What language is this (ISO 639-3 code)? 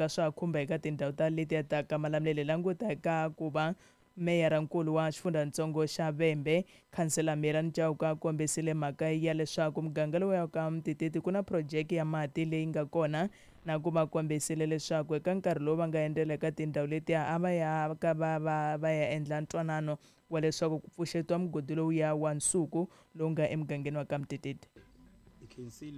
tso